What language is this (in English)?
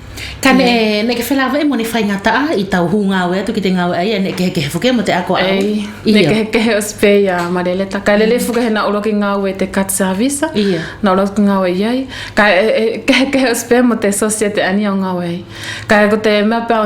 Wallisian